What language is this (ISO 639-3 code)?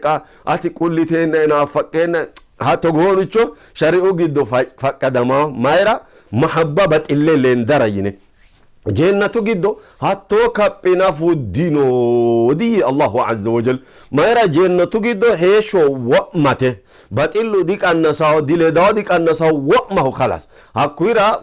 sid